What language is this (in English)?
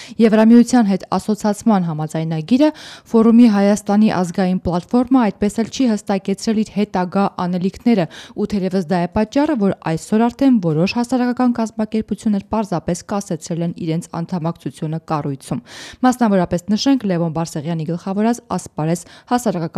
Armenian